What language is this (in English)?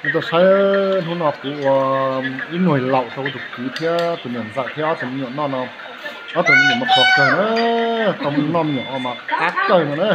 Hmong